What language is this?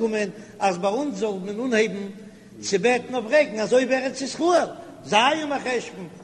Yiddish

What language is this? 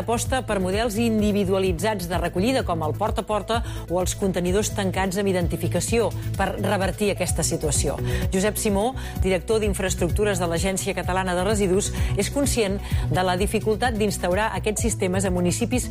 Catalan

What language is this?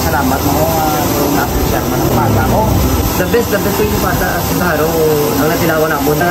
Hiligaynon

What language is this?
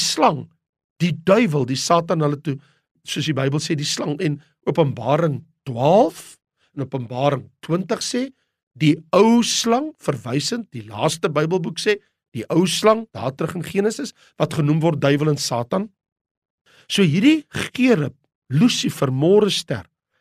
Afrikaans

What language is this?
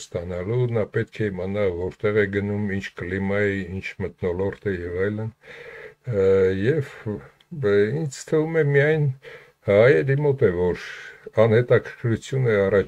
Armenian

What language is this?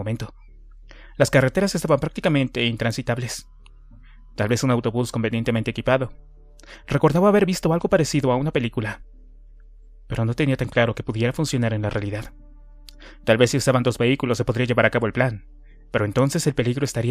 Spanish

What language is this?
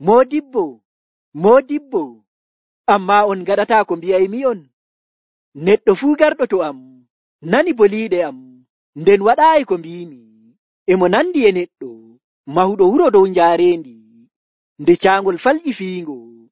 Nigerian Fulfulde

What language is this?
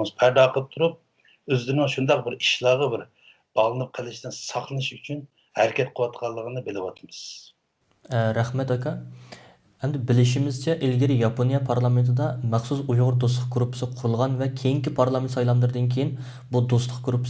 Uyghur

